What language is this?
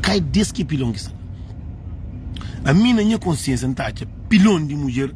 Kabuverdianu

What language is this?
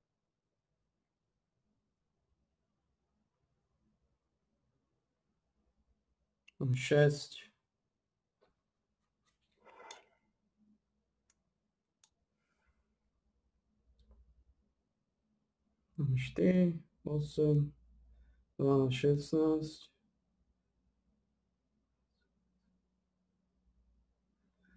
Slovak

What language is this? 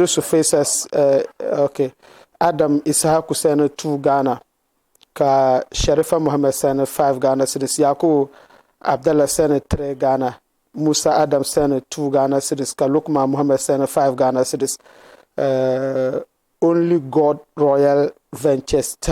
Dagbani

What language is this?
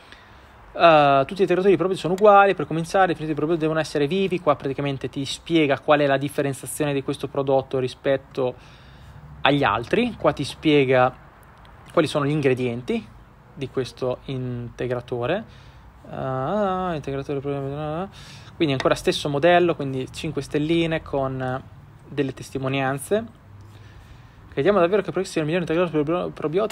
Italian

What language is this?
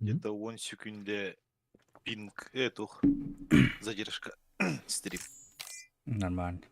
Yakut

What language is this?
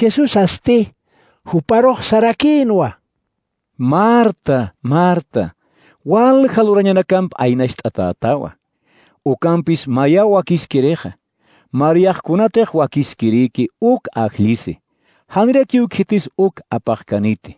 Aymara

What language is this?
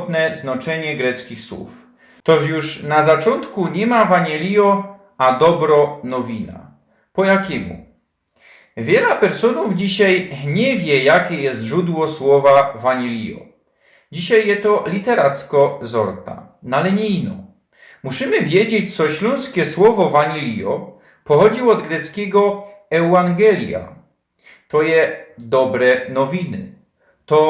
Silesian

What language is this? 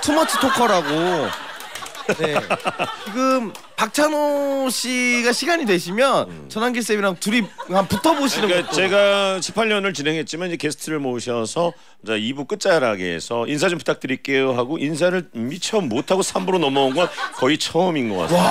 Korean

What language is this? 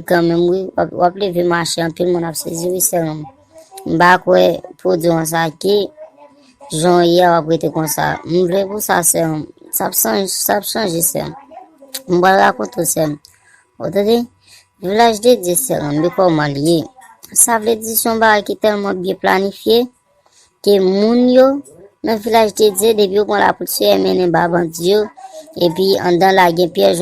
Haitian Creole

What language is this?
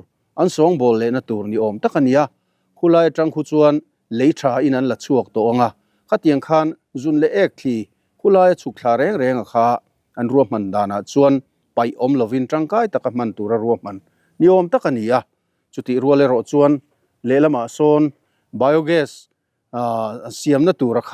Mizo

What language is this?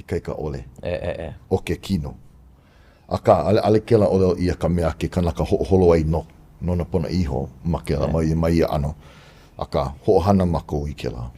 Hawaiian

